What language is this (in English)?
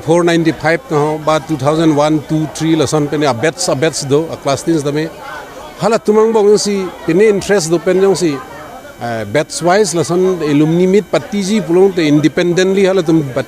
Karbi